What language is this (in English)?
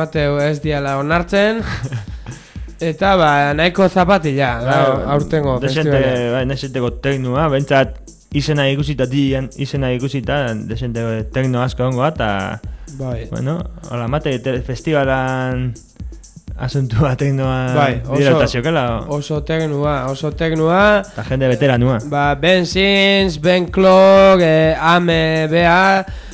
Basque